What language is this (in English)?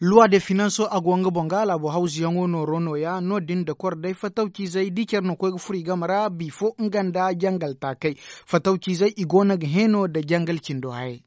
Zarma